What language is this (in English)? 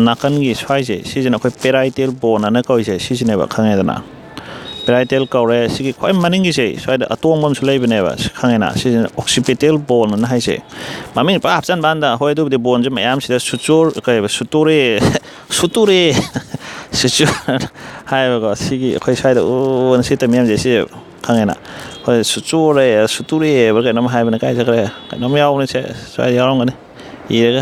Manipuri